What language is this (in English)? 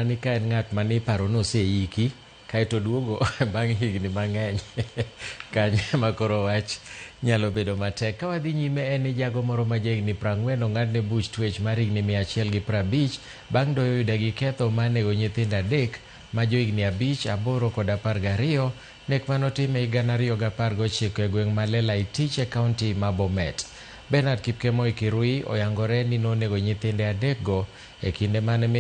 Luo (Kenya and Tanzania)